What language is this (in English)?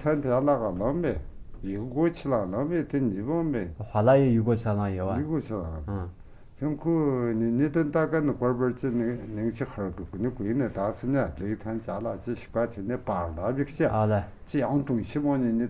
Tu